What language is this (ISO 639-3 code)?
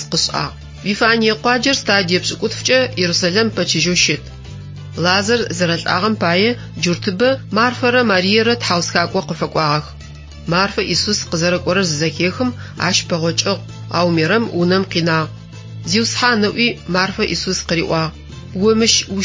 ady